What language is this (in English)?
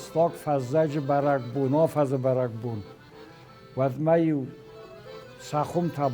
Ossetic